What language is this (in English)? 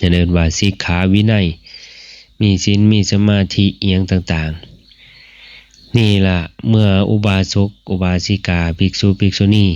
Northeastern Thai